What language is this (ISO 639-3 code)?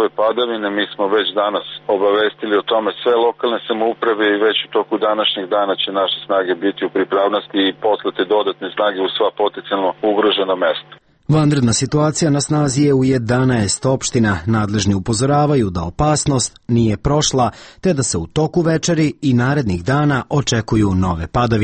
srp